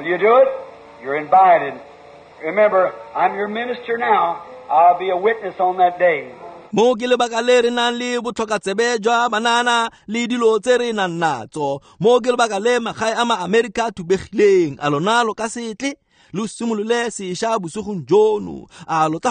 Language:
Tswana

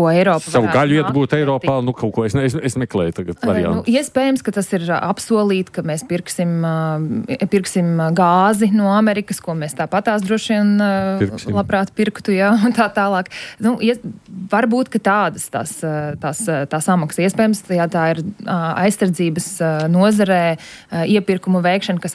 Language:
Latvian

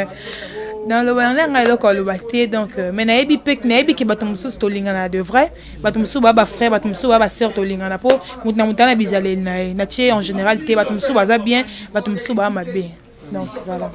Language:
Lingala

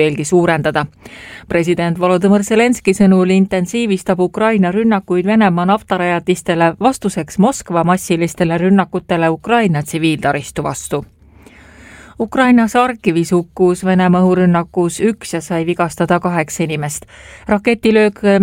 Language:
Estonian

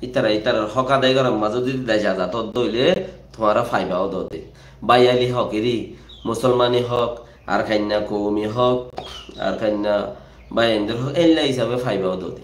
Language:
Rohingya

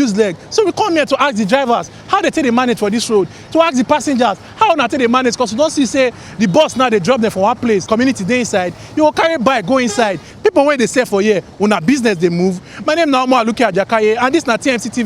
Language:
Nigerian Pidgin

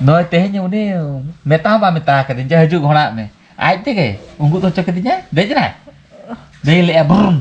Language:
Santali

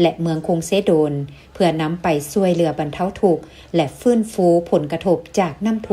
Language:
Lao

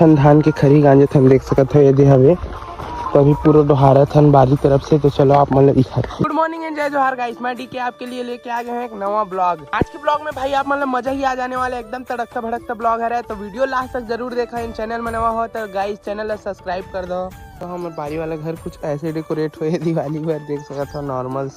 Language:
Chhattisgarhi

